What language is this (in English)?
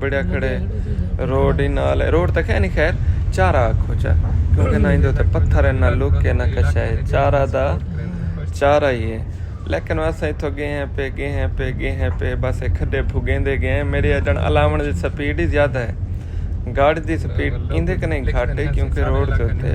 Saraiki